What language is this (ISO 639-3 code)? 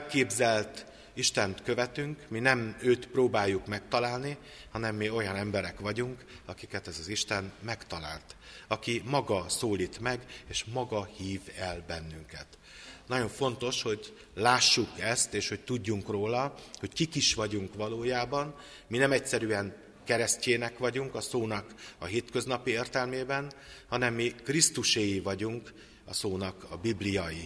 hun